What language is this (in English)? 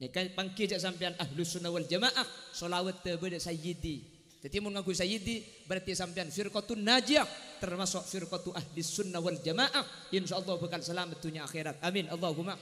Madurese